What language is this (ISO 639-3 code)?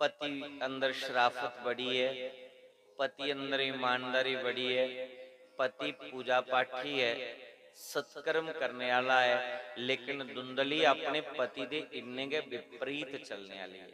doi